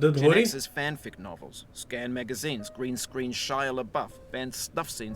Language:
Rusyn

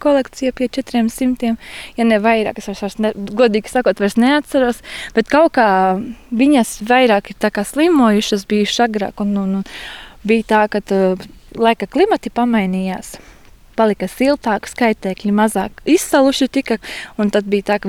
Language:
Latvian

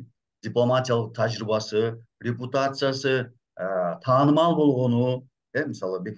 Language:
Kyrgyz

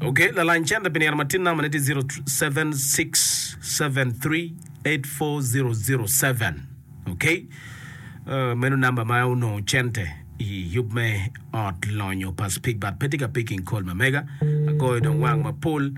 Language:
Acoli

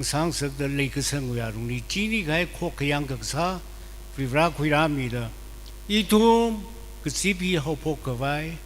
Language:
Tangkhul Naga (India)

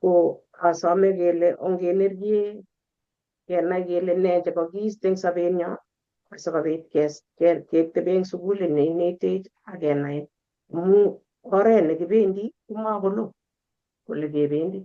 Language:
Kalenjin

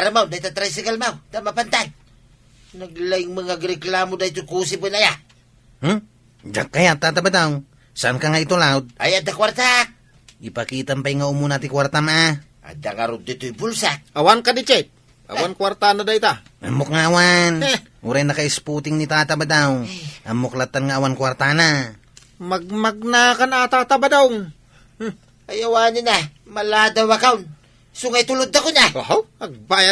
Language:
Iloko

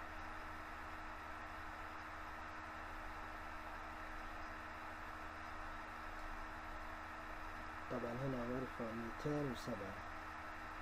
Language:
Hijazi Arabic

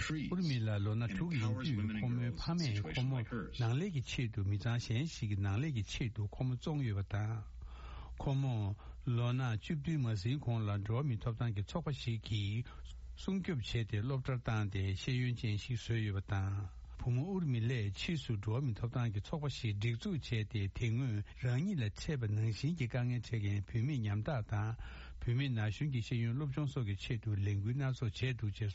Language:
Tibetan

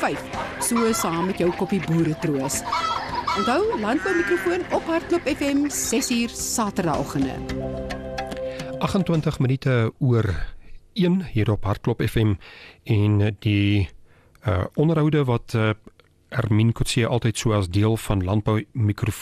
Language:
Afrikaans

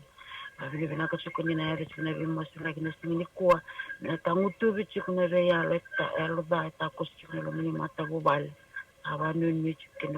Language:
Fijian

